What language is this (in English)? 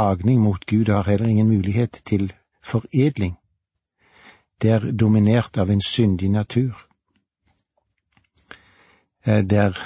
Norwegian